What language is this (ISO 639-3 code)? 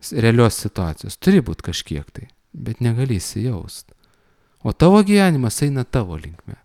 lit